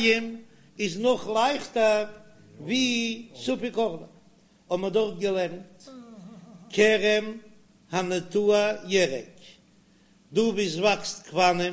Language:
Yiddish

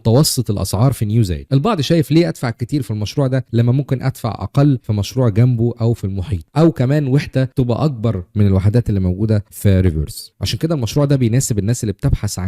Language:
Egyptian Arabic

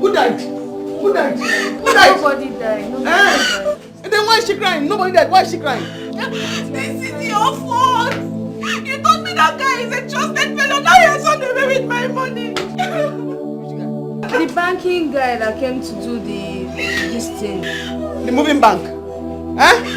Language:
Nigerian Pidgin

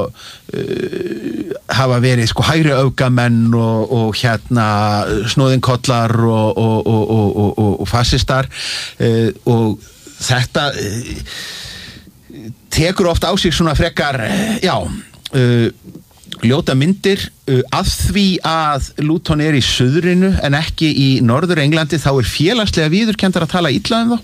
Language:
Icelandic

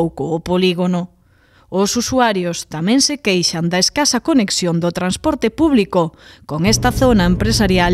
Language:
Galician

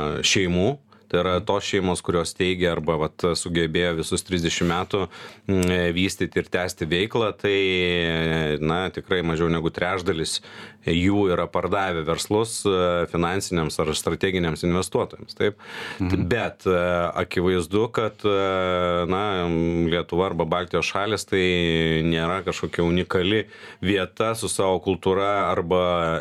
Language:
Lithuanian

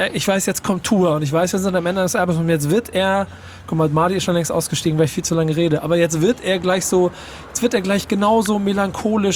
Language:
German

